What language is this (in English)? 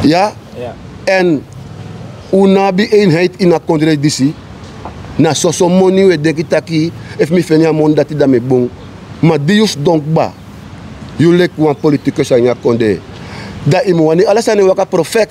Sranan Tongo